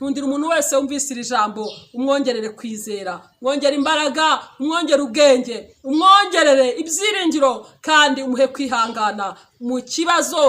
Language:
Kinyarwanda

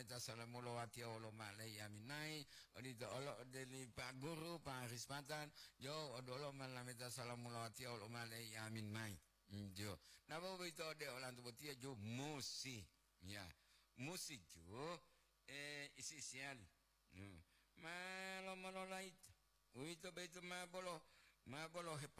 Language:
Gorontalo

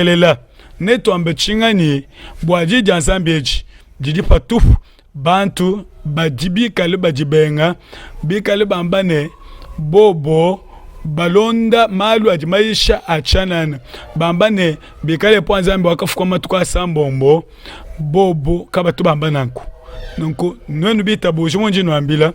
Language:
Luba-Lulua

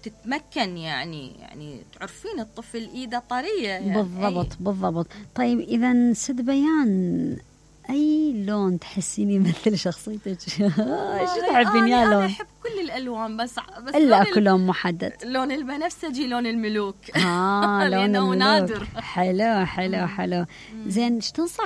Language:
Mesopotamian Arabic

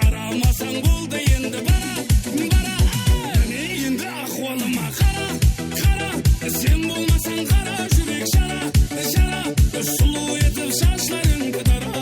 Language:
Kara-Kalpak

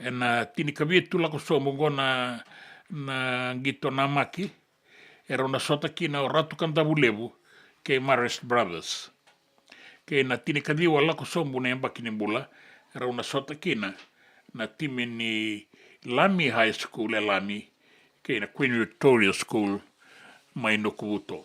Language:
Fijian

